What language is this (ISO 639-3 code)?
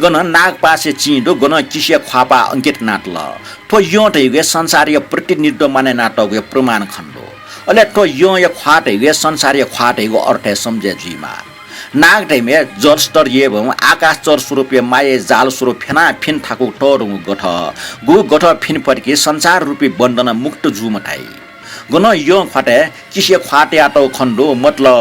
new